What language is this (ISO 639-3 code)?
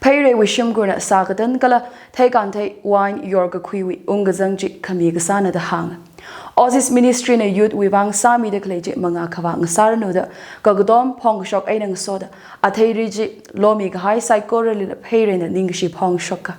nmf